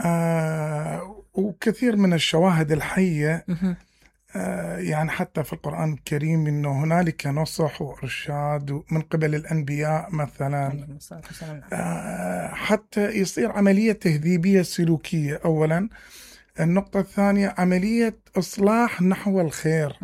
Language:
Mesopotamian Arabic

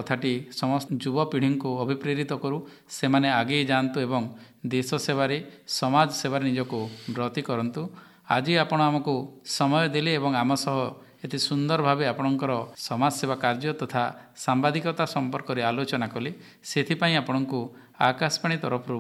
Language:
Odia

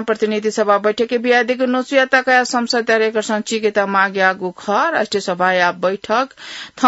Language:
Newari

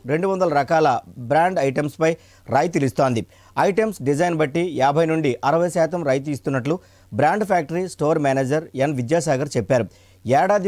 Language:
Telugu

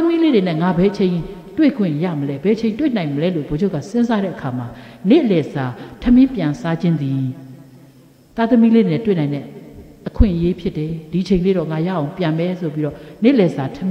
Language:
Burmese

